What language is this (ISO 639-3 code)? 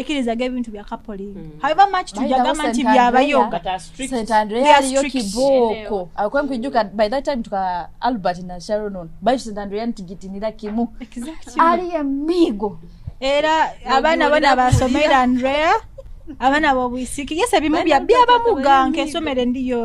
nyo